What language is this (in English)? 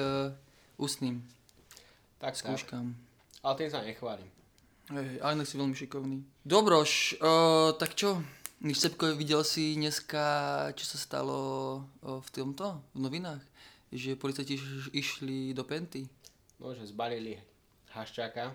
Slovak